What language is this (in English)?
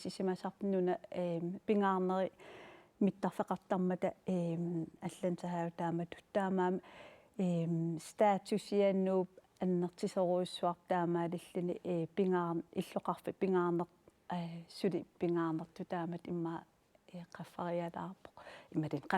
Kalaallisut